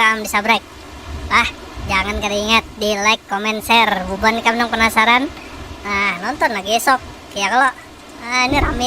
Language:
Banjar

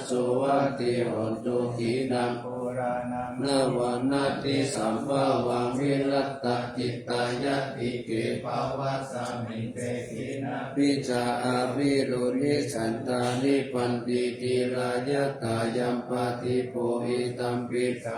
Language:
Pali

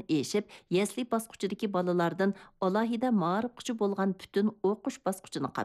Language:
Uyghur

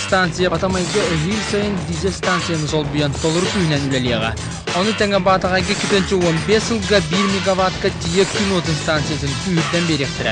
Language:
Yakut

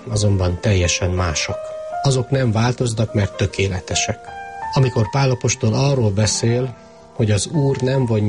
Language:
Hungarian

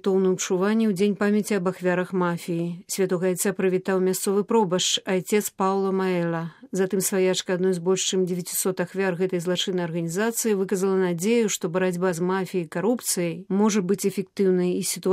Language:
Belarusian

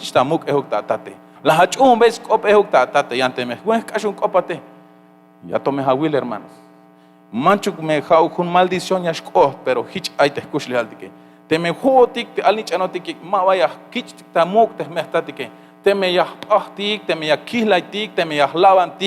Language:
Tzeltal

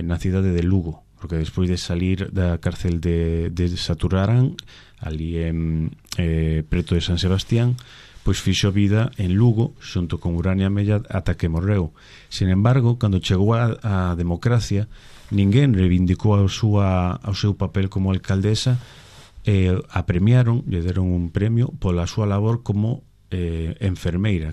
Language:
Galician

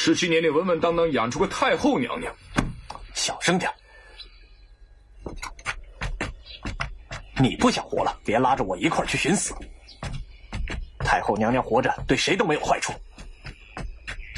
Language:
Chinese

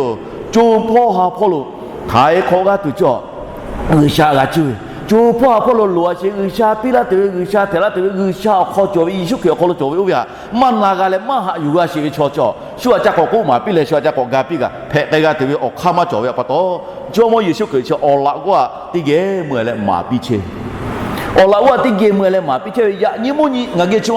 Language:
Lahu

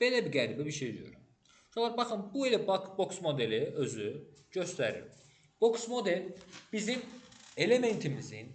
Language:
Azerbaijani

